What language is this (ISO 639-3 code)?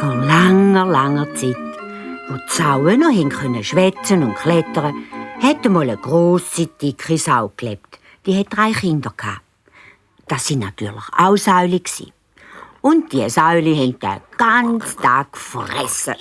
gsw